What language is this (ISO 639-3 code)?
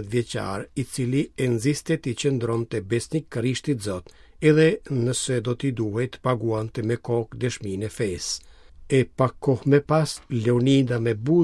sqi